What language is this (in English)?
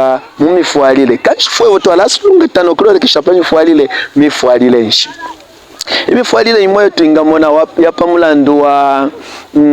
Bemba